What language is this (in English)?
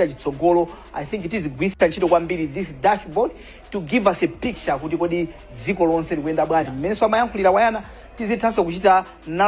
Nyanja